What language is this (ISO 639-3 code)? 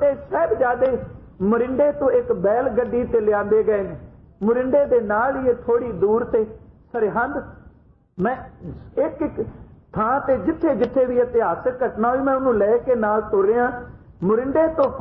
pan